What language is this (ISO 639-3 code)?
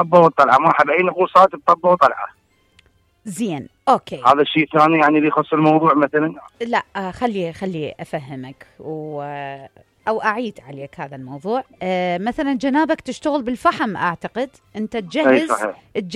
acm